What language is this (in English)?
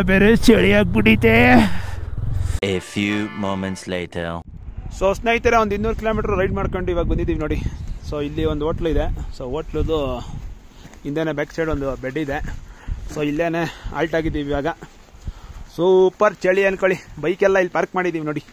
Kannada